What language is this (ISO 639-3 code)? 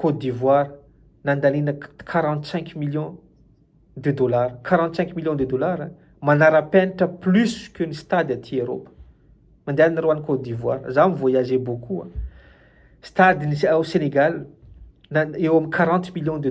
mlg